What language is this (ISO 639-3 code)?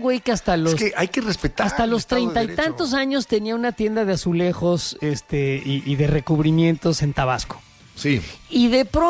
spa